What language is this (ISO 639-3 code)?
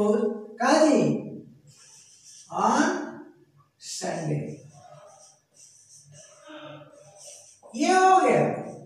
hin